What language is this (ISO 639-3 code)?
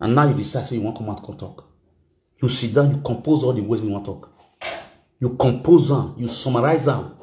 pcm